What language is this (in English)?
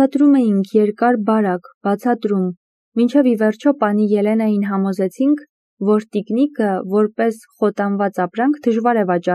Armenian